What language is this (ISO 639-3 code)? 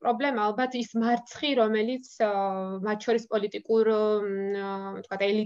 kat